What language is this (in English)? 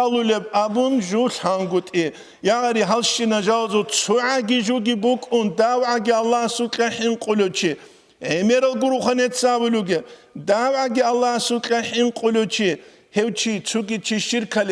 Avaric